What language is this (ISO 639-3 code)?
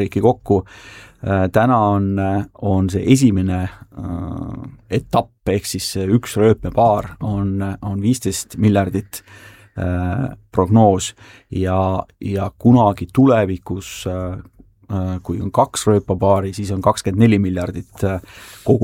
est